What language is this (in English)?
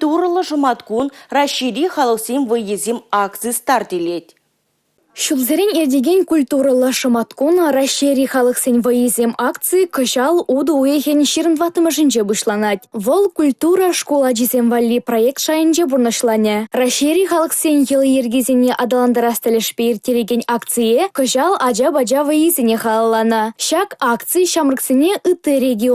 Chuvash